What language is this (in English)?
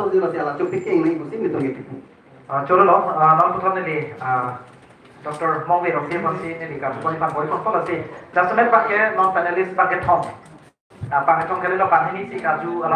Karbi